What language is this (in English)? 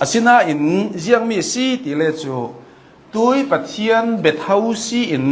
Hakha Chin